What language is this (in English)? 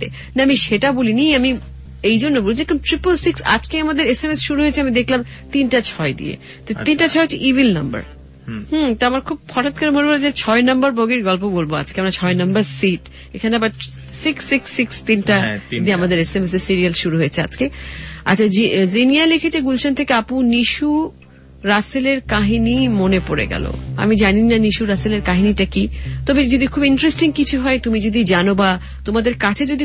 Bangla